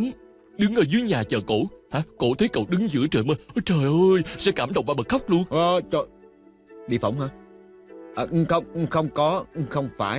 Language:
Vietnamese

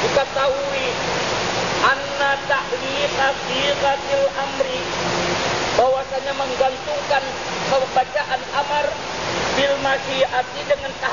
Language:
Indonesian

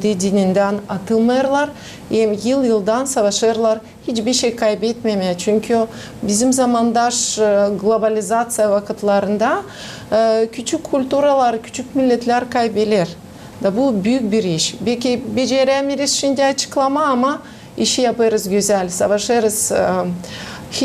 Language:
Gagauz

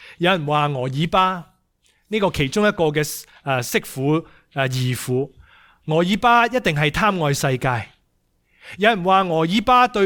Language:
Cantonese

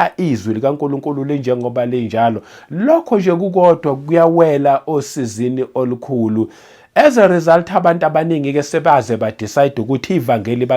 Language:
Zulu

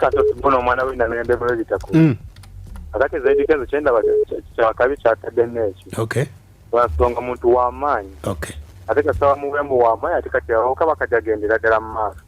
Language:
Ganda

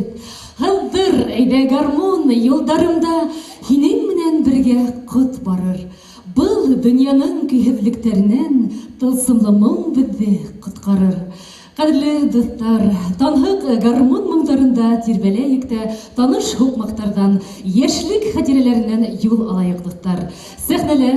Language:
Bashkir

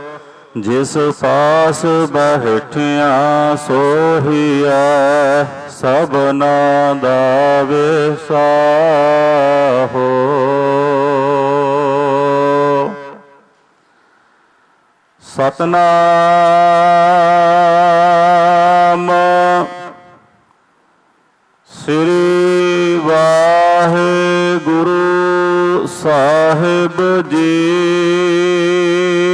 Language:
Punjabi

